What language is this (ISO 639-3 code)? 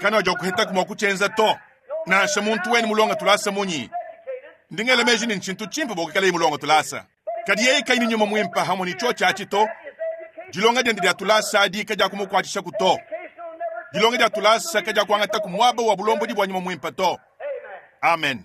lua